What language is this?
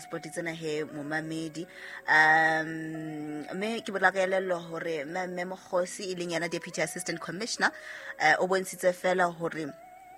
Southern Sotho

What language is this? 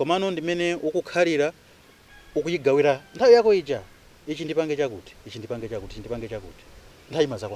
Nyanja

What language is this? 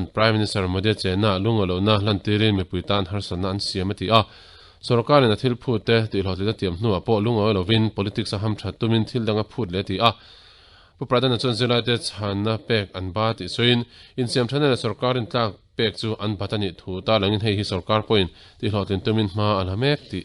Mizo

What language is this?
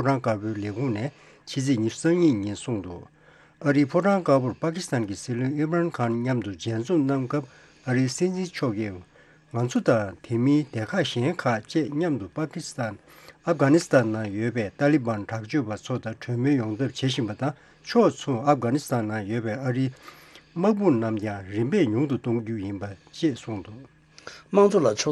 Tibetan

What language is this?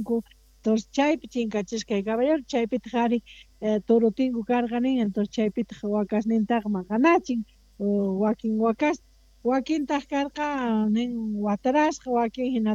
Quechua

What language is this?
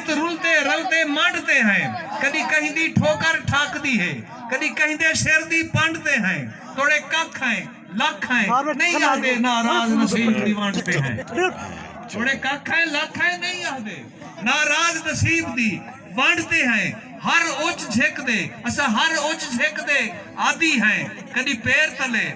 Saraiki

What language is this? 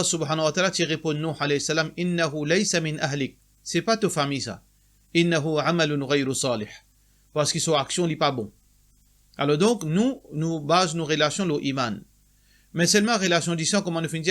Morisyen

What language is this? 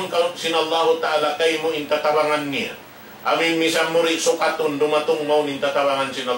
Tausug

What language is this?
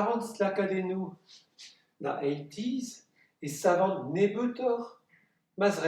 Breton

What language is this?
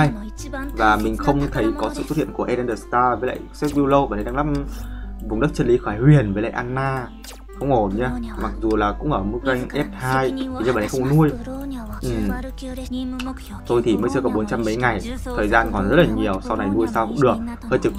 Vietnamese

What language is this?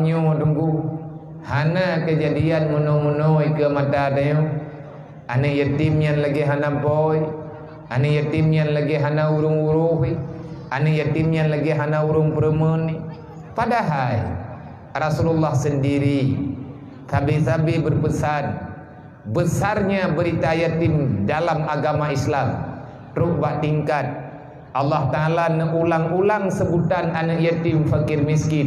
Achinese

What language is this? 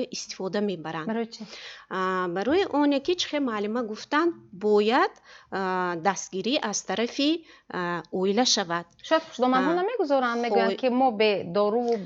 Tajik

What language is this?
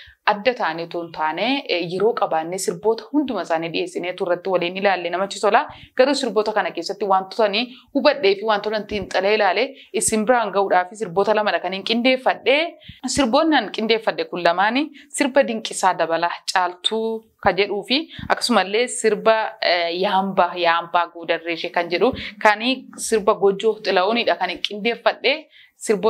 Oromo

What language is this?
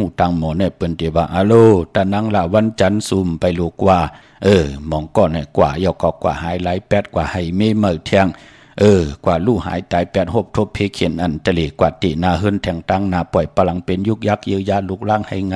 Shan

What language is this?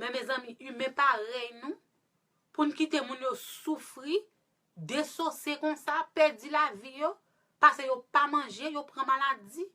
Haitian Creole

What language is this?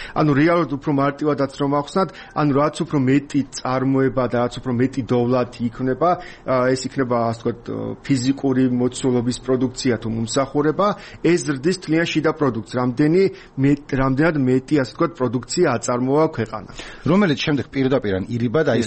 Georgian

